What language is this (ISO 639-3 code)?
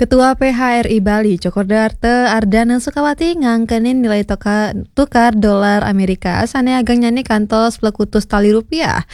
ban